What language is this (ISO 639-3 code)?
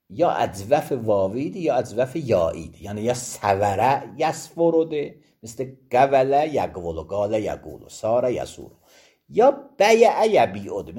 aze